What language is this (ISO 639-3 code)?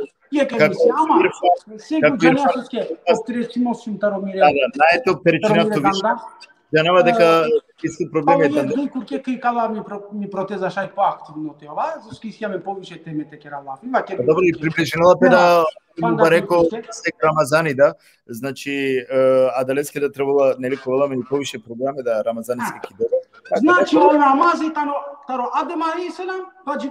rmn